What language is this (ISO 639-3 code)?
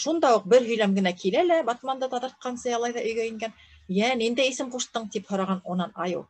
bak